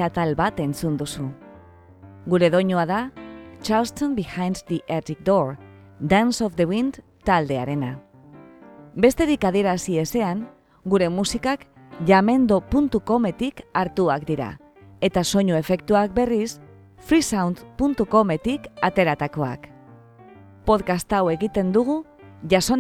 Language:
Basque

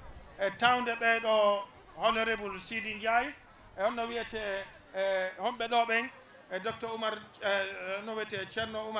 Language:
Fula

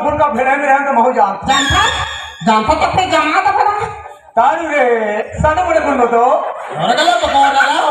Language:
Chhattisgarhi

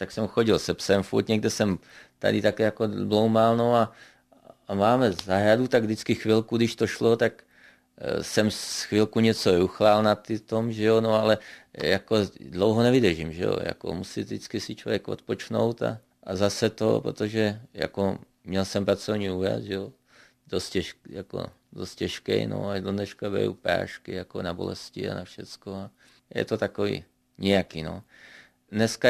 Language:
Czech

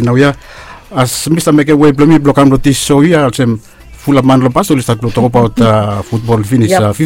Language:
Bislama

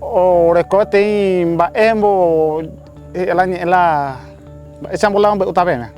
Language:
Guarani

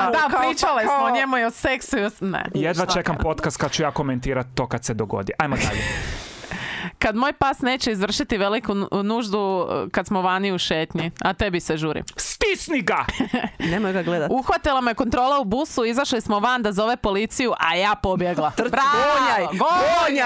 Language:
Croatian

